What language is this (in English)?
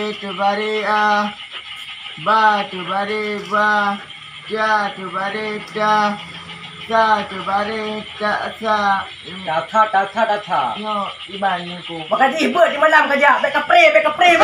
Achinese